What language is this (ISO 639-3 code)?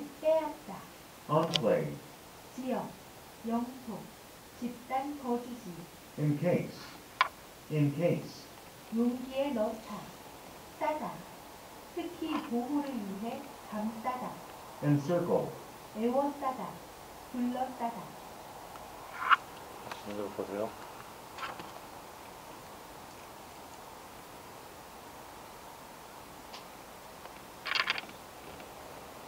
kor